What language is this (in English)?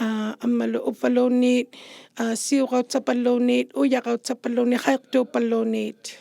Inuktitut